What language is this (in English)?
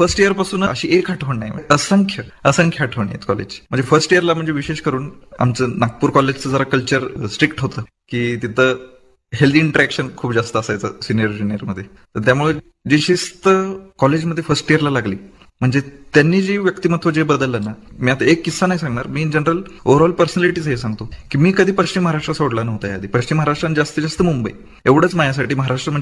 Marathi